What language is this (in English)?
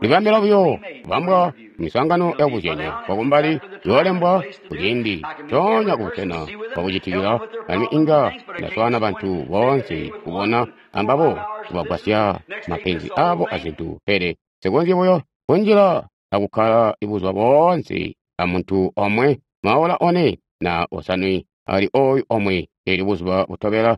Tonga (Zambia)